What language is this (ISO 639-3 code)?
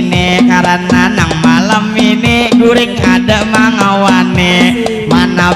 bjn